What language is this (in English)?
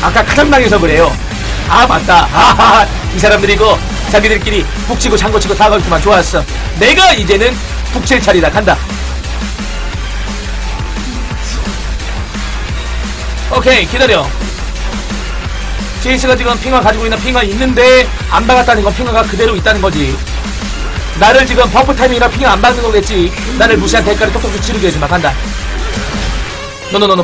Korean